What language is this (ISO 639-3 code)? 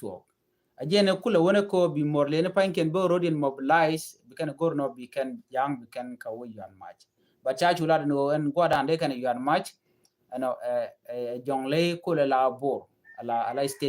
nus